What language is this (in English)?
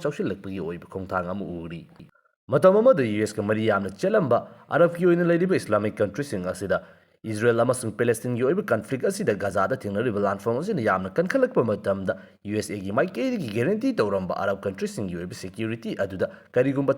Manipuri